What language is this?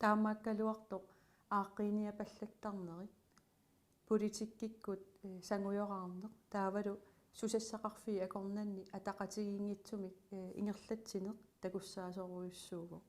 Kalaallisut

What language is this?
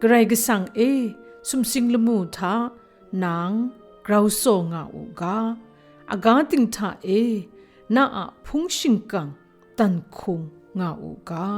Kachin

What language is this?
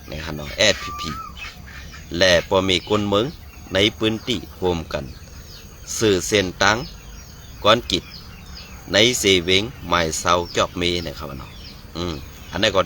Shan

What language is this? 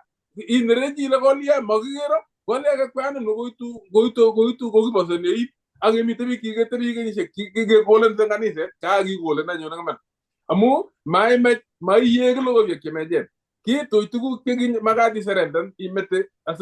Kalenjin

